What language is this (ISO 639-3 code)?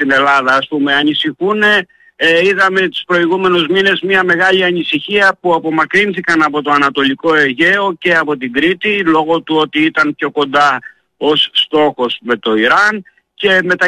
ell